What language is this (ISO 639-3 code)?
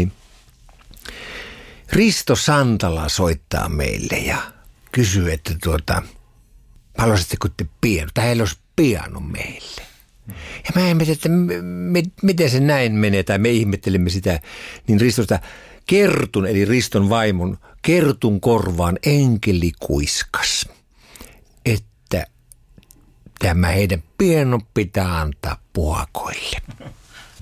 fin